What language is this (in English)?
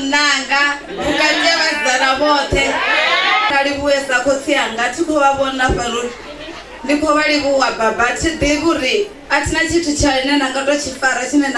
Venda